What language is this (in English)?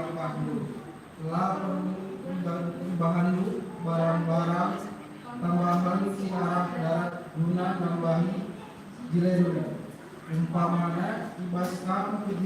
Batak Karo